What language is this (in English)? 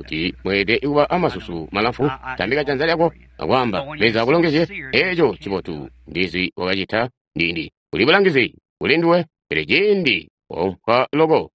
Tonga (Zambia)